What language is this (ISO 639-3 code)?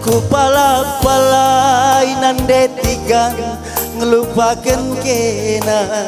btx